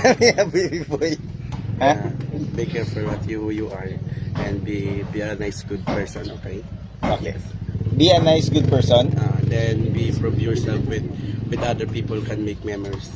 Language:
Hiligaynon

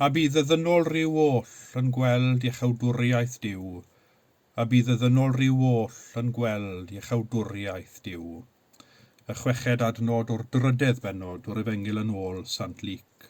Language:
Welsh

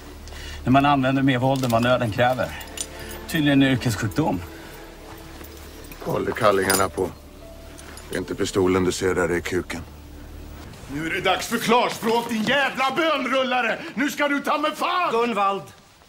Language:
Swedish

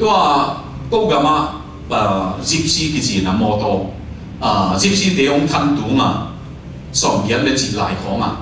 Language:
Tedim Chin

